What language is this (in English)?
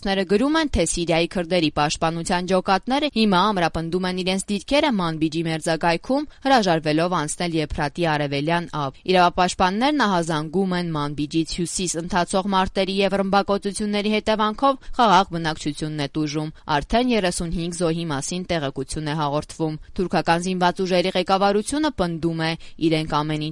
Armenian